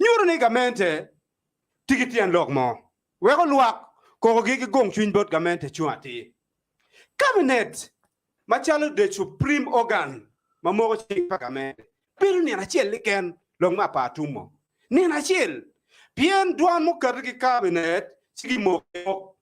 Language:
Acoli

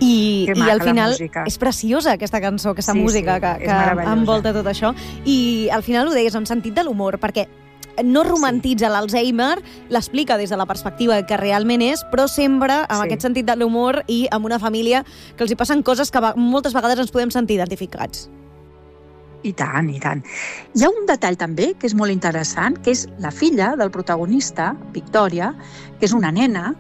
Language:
Catalan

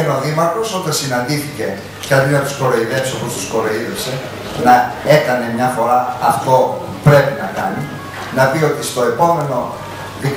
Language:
Greek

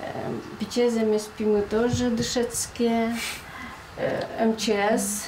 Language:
Udmurt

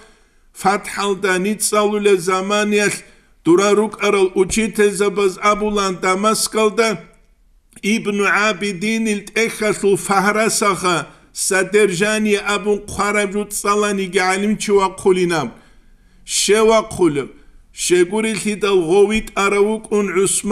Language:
Avaric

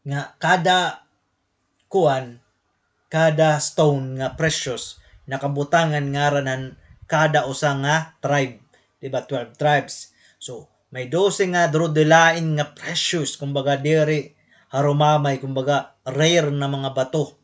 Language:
Waray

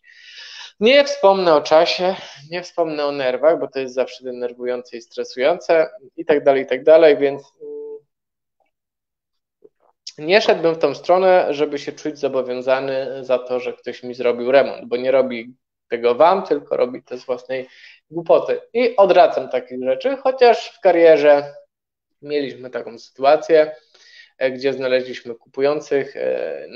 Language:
Polish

